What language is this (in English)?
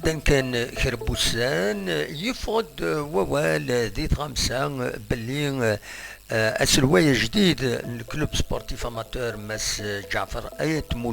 Kabyle